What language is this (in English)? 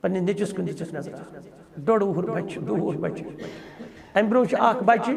Kashmiri